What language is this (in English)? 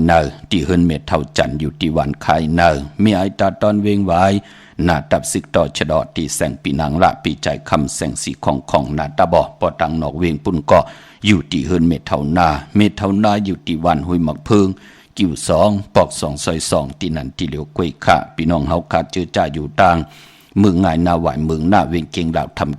Shan